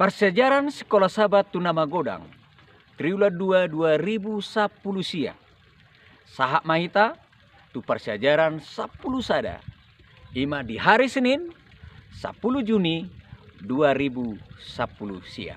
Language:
Batak Toba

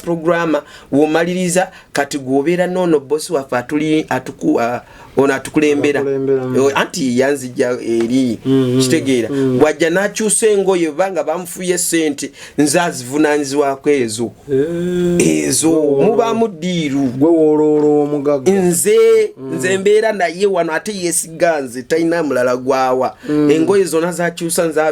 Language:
Ganda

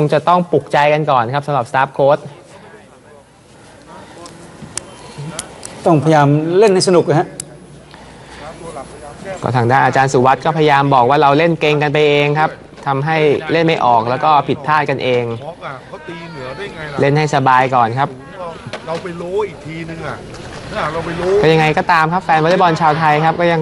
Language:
Thai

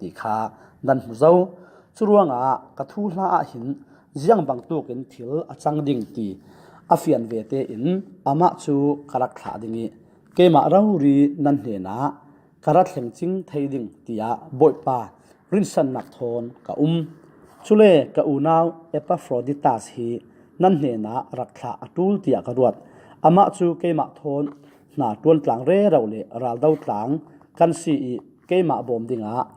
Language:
Falam Chin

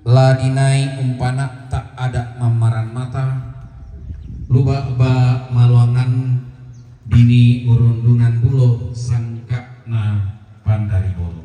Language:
Toraja-Sa'dan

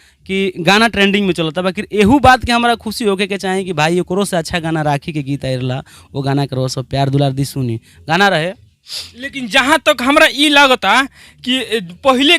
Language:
Bhojpuri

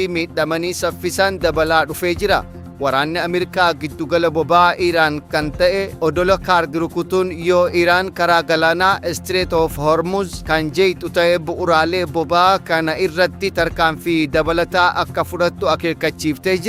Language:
Oromo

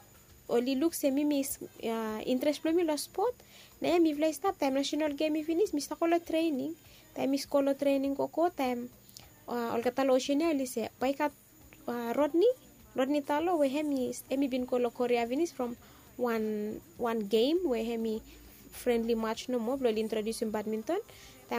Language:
Bislama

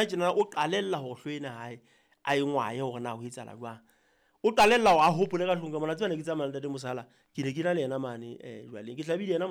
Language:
Southern Sotho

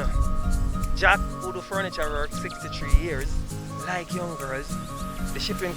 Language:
Jamaican Creole English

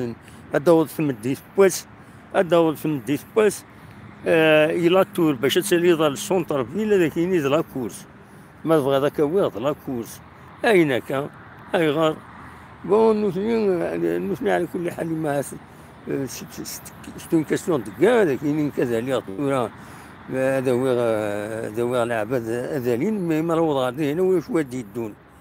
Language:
Kabyle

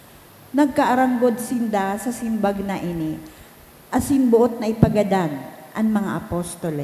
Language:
Bikol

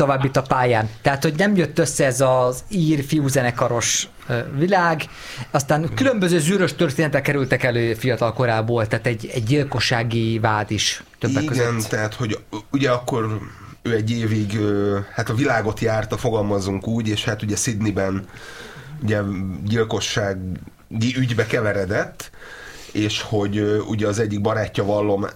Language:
Hungarian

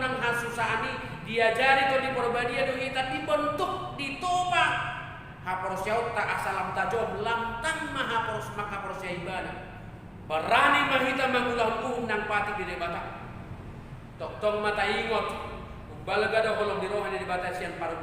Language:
Batak Toba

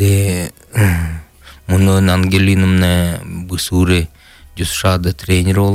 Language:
Buriat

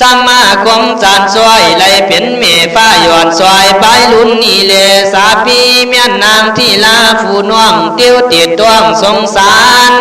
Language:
Khün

